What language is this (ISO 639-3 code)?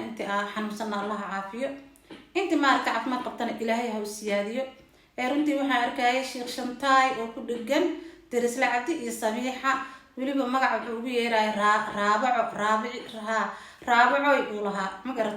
som